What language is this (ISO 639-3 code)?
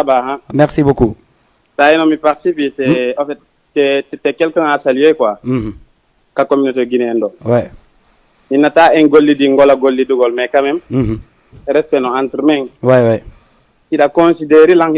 ful